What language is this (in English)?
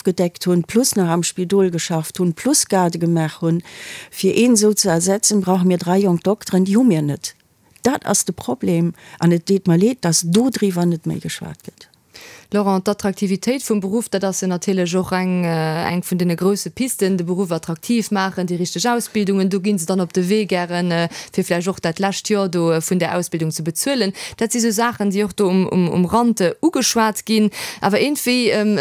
Luxembourgish